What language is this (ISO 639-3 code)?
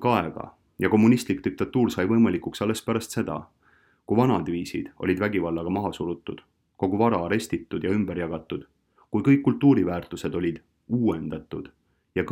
est